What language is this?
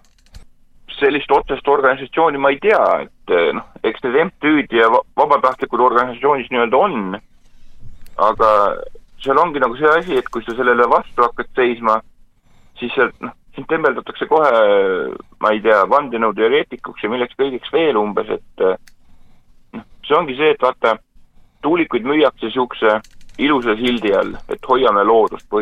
Estonian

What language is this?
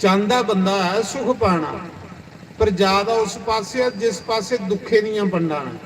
Dogri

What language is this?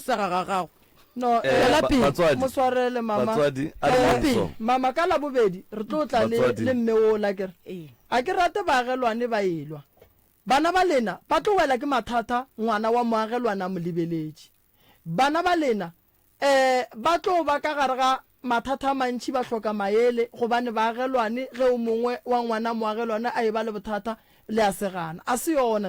Northern Sotho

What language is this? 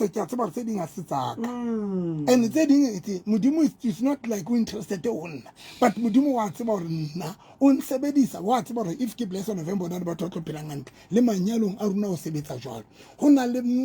Southern Sotho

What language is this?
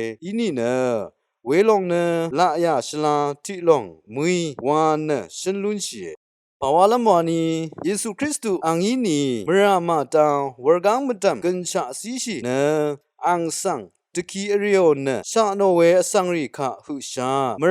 Rawang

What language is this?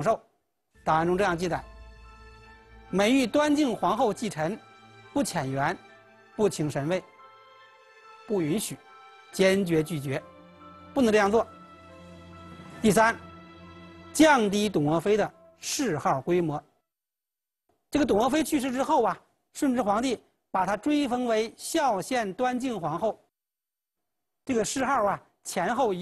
Chinese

